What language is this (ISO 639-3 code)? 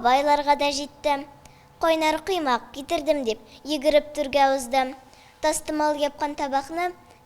tat